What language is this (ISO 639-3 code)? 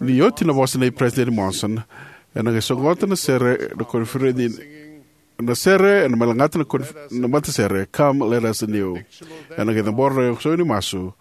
fij